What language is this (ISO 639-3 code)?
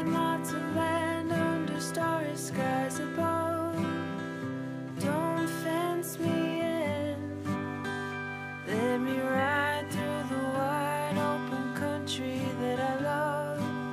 eng